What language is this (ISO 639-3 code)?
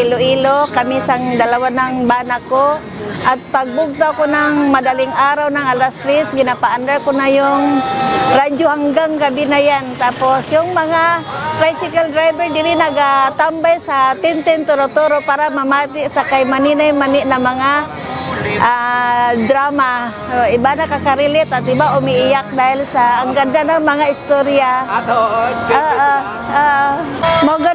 hil